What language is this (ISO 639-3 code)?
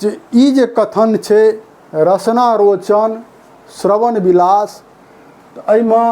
mai